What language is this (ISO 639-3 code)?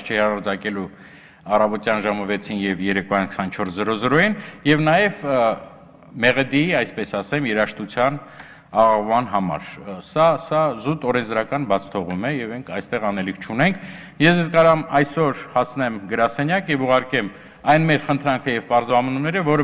hye